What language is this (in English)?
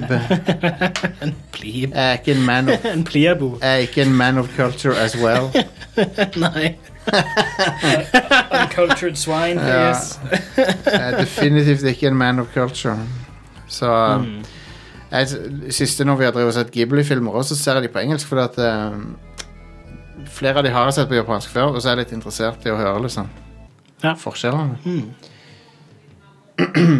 Norwegian